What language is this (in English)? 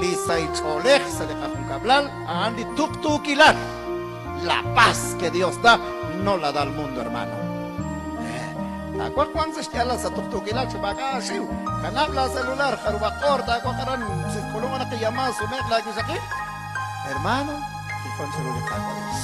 Kekchí